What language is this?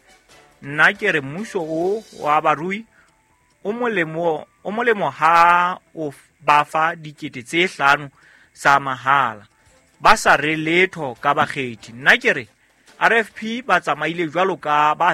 Southern Sotho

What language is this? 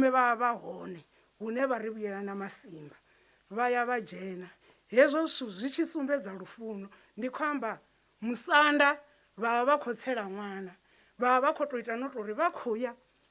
Venda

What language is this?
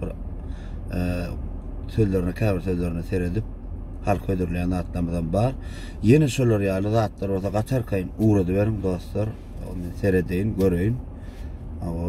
Turkmen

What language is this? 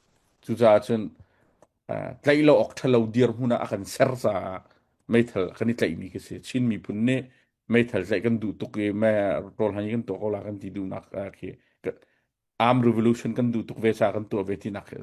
Hakha Chin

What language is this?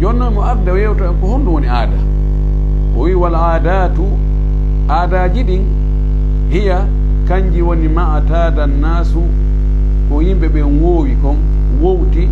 Pular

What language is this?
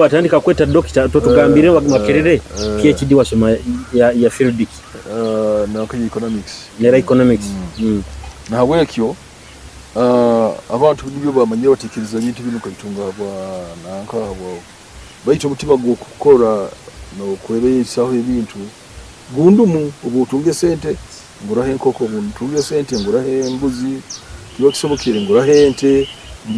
Nyoro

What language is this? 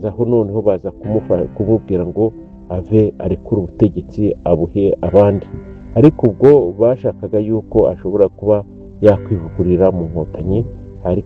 Kinyarwanda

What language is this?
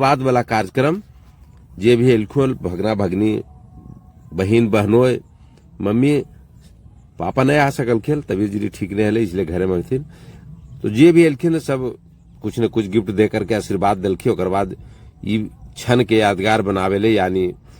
Magahi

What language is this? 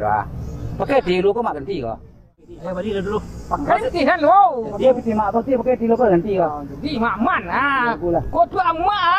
Minangkabau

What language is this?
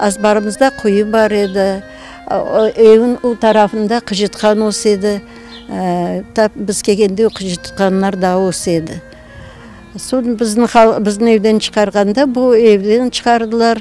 Crimean Tatar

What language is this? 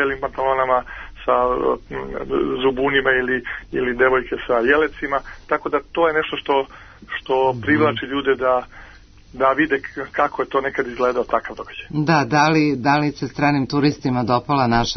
Serbian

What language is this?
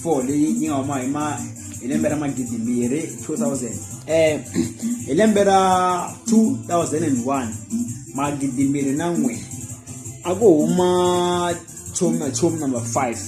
Tsonga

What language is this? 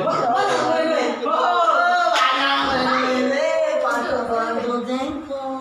Musi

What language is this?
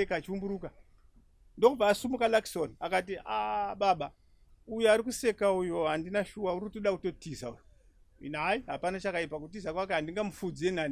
Shona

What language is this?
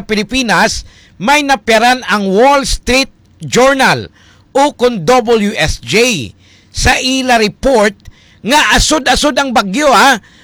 Hiligaynon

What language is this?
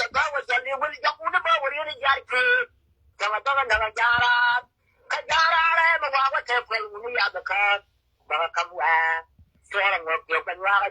Nuer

